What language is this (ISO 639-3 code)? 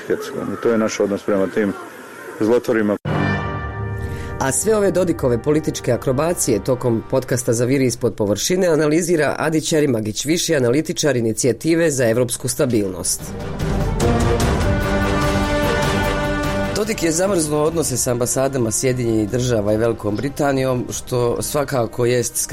bos